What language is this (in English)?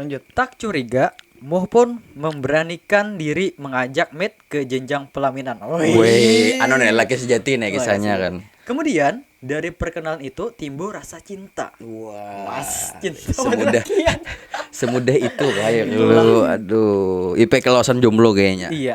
Banjar